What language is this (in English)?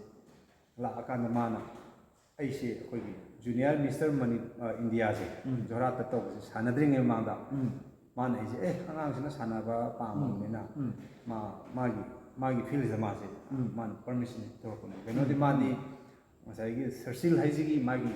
Manipuri